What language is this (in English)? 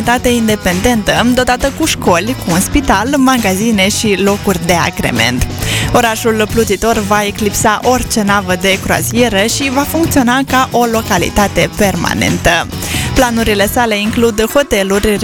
Romanian